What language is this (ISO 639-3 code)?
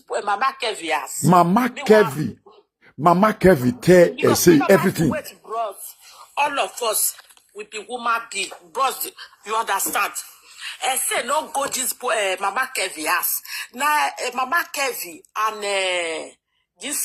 pcm